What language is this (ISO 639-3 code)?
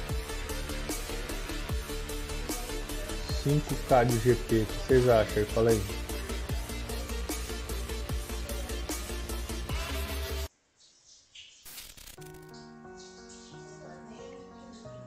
por